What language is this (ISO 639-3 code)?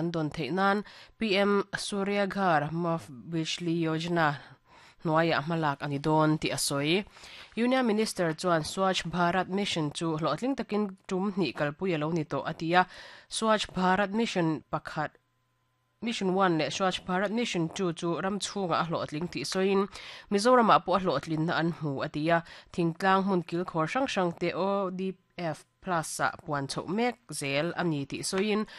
lus